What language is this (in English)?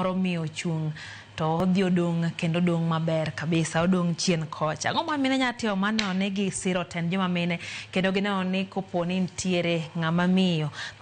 Luo (Kenya and Tanzania)